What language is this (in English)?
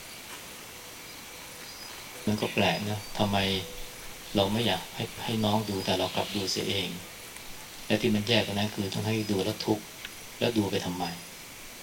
Thai